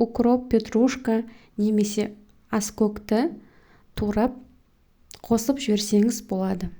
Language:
Kazakh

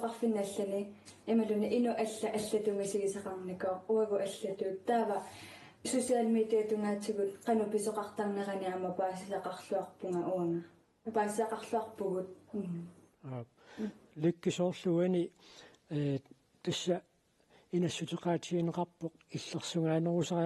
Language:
Kalaallisut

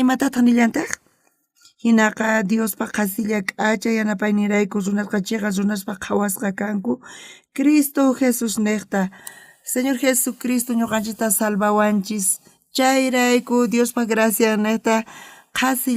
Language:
South Bolivian Quechua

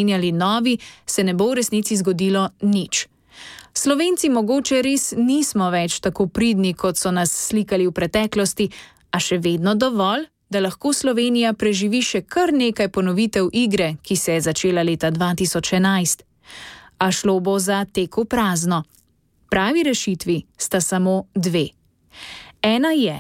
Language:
Slovenian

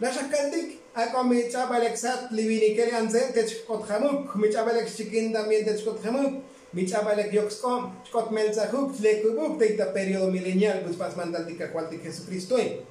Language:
Tzotzil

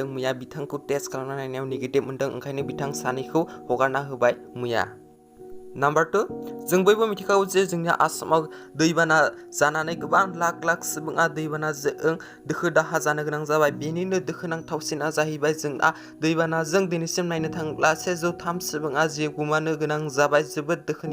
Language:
Bodo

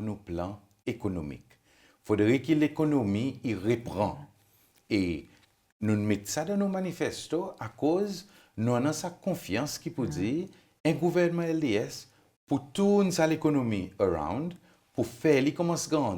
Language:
Seselwa Creole French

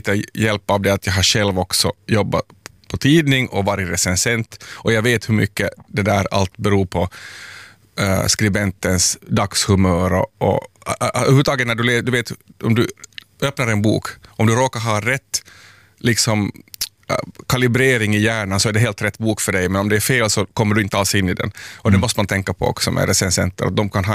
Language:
Swedish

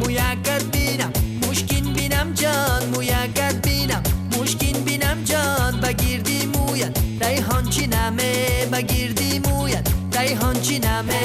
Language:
Tajik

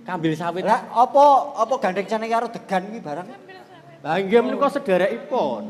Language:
Javanese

